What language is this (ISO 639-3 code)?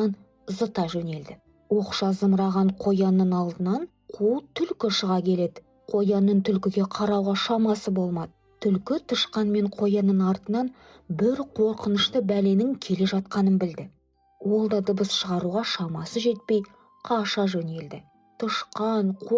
kaz